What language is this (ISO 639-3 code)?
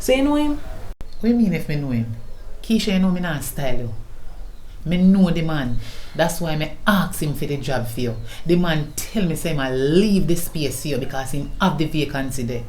jam